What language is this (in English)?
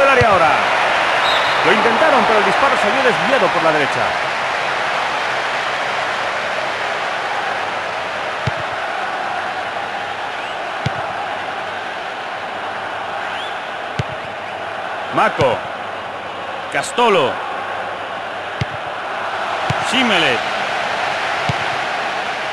Spanish